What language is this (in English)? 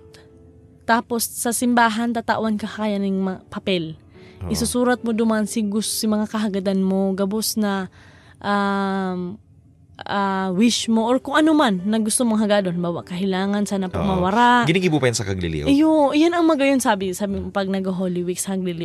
Bikol